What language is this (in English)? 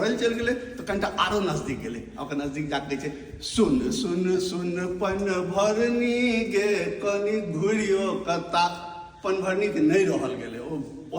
Maithili